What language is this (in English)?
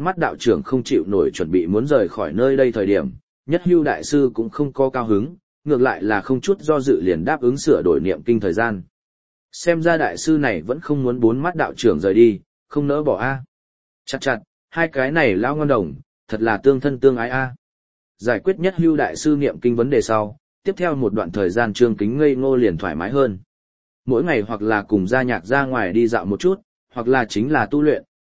Vietnamese